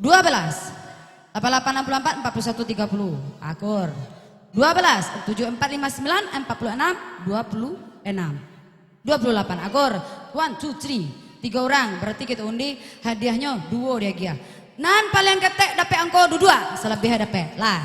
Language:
Minangkabau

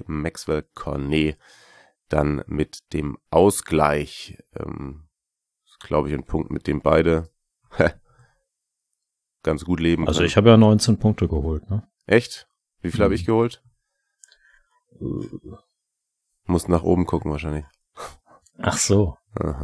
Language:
German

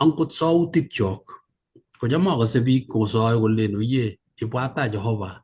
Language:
Kalenjin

